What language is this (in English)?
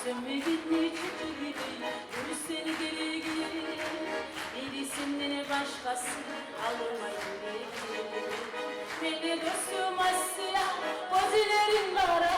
Kumyk